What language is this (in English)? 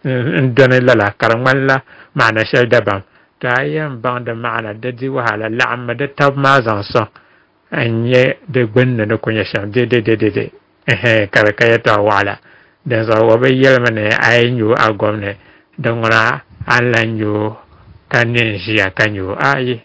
Dagbani